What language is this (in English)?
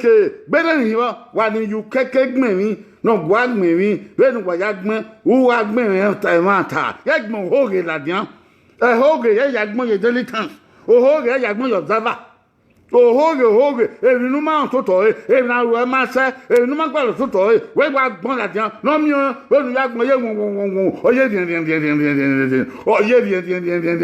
Bini